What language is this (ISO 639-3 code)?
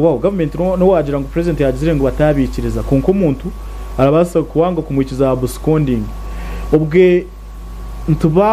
nyn